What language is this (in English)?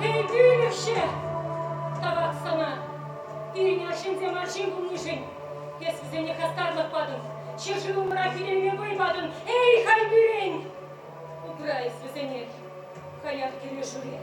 Chuvash